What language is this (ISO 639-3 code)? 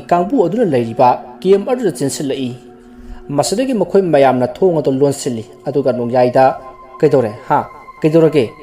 mni